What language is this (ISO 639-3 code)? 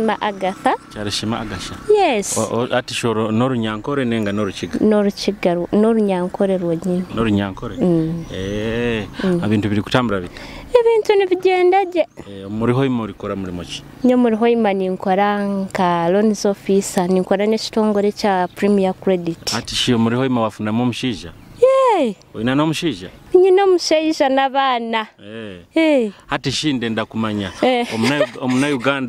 nyo